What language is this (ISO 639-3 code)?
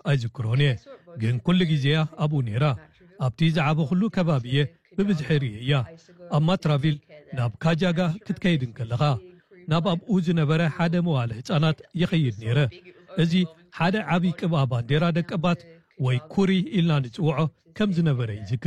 tir